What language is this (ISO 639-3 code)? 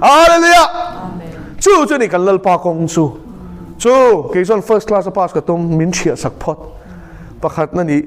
lus